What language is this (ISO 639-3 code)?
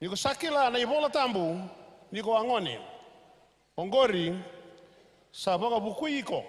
fij